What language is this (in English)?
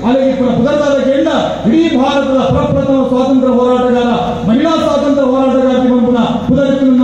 Tulu